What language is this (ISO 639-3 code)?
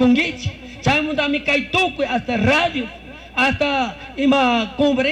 qug